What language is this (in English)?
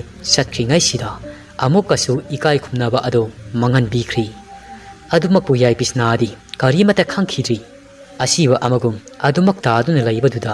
Manipuri